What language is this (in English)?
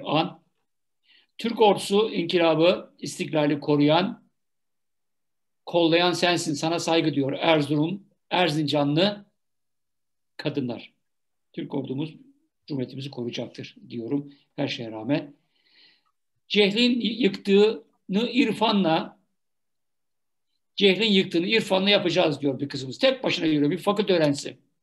Turkish